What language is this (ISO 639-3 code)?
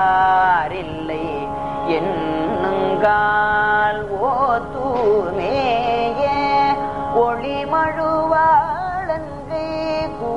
tam